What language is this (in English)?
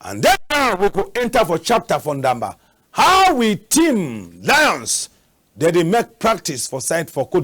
Cameroon Pidgin